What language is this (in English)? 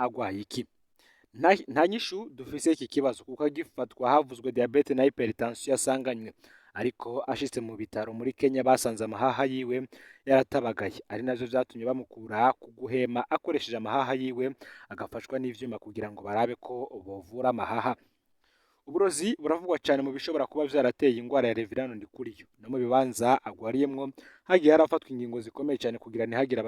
Rundi